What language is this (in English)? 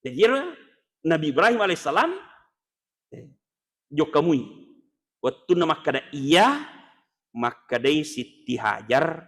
Buginese